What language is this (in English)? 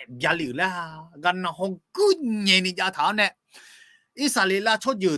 Akha